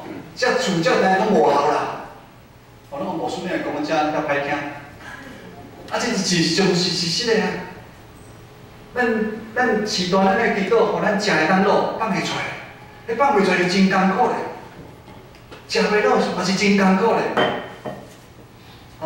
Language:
Min Nan Chinese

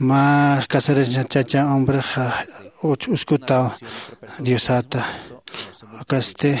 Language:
Aymara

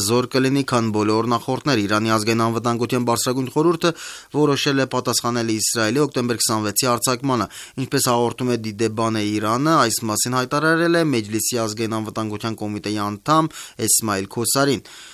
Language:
Armenian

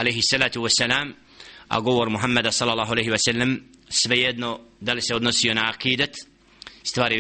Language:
Bosnian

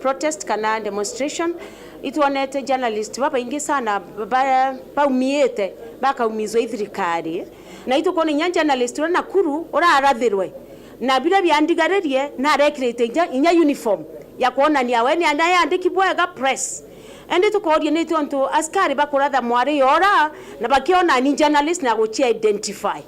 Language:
Meru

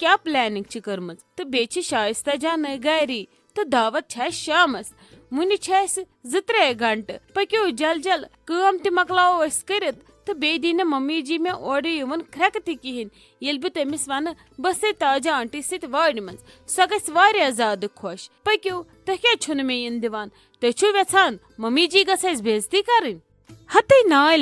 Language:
Kashmiri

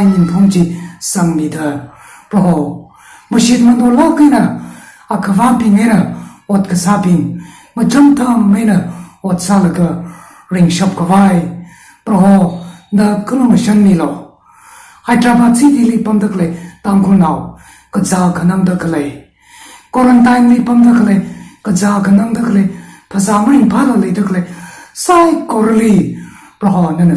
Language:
Tangkhul Naga (India)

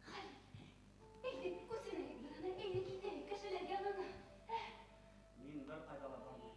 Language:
Bashkir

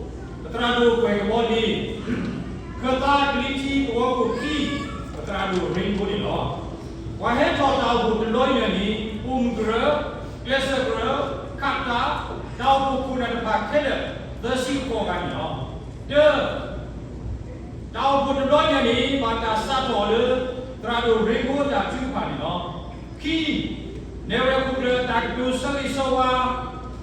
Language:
S'gaw Karen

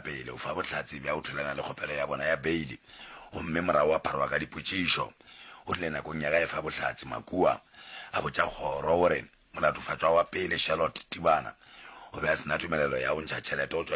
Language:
Northern Sotho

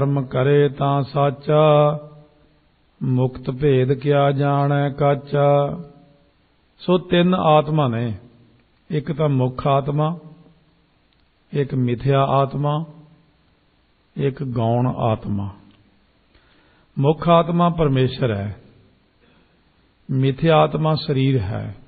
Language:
Punjabi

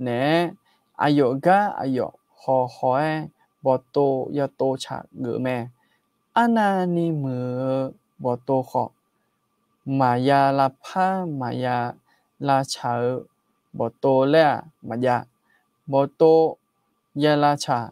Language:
Akha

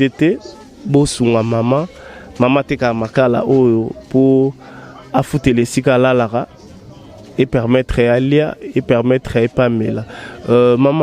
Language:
Lingala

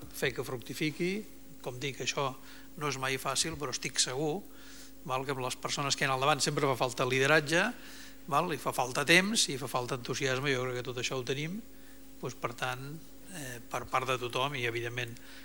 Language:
Catalan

